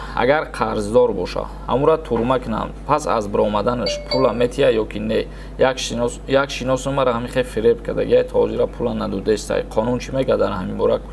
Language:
Tajik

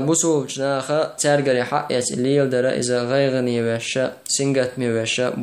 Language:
Chechen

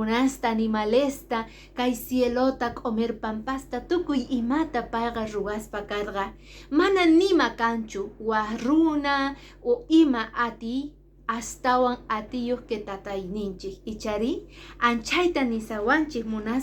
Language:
Quechua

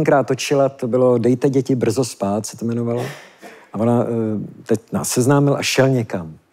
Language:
Czech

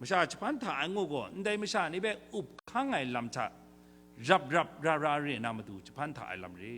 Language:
Kachin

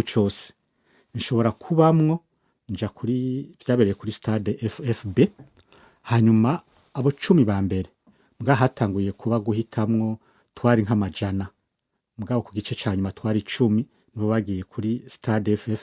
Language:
Rundi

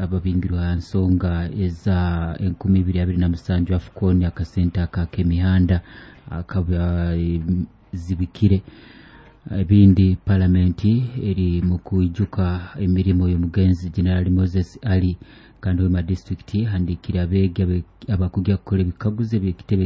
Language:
Nyoro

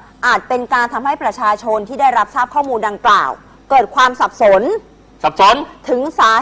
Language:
Thai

